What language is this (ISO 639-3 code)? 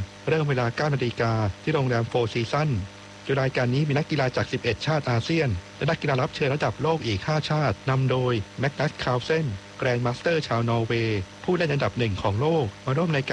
tha